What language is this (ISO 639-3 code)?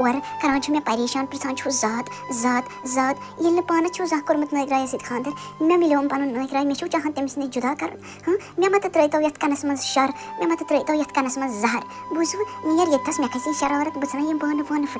kas